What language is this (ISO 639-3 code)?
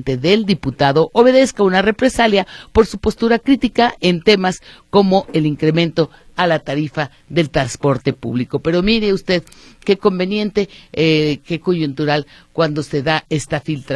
spa